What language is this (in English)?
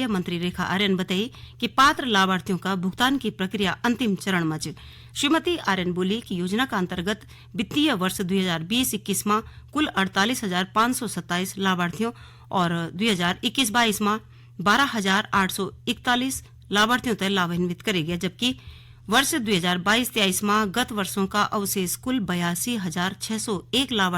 Garhwali